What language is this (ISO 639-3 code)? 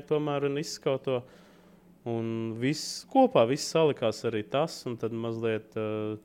lav